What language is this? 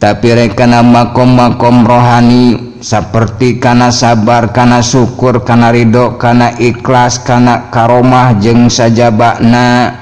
Sundanese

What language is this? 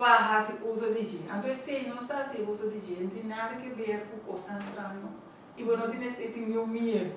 Papiamento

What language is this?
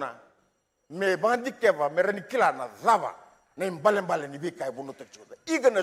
Fijian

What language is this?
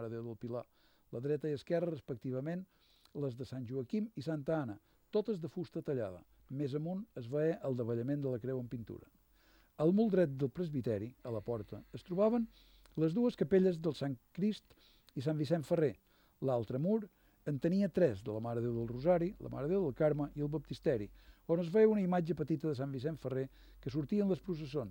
Catalan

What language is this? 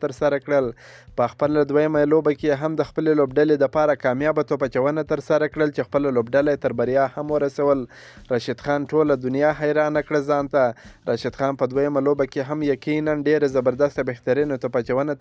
Pashto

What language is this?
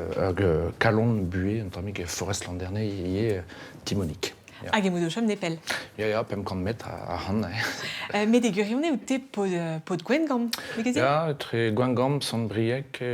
Breton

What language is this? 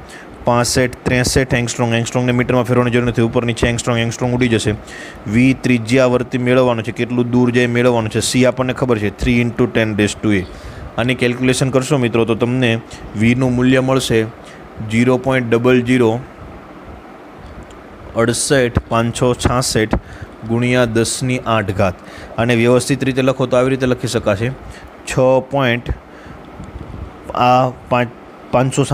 Gujarati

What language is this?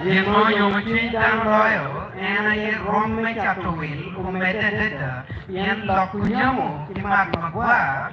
Acoli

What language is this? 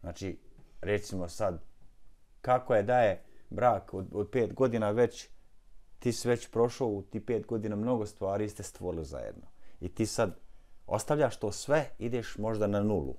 Bosnian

